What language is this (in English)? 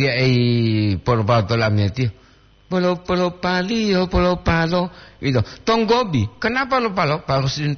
Gorontalo